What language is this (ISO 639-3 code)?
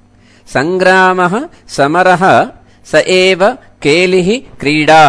san